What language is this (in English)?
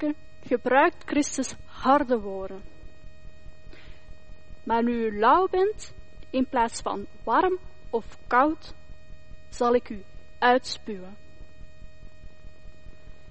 Dutch